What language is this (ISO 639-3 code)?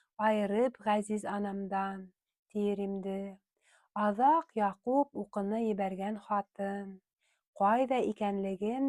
bak